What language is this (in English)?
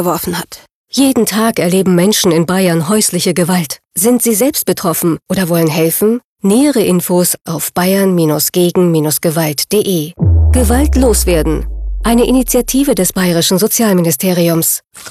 German